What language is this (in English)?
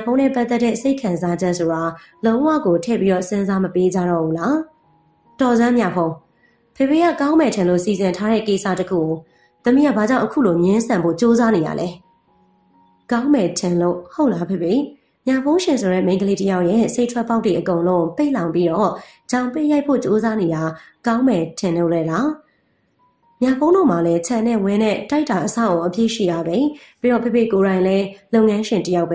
Burmese